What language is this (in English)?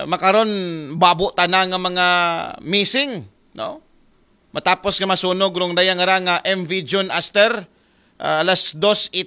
Aklanon